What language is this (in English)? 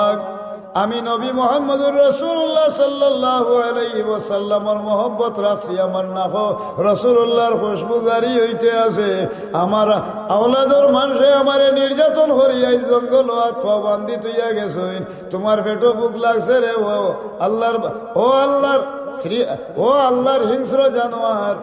Sylheti